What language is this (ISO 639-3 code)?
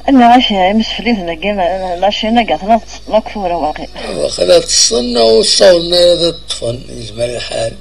kab